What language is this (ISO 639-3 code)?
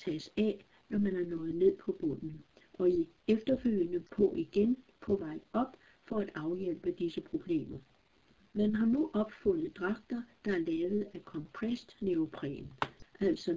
dan